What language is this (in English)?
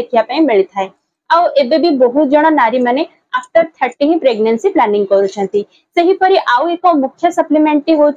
Odia